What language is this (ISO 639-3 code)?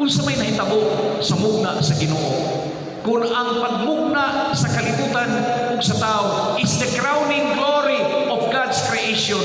ceb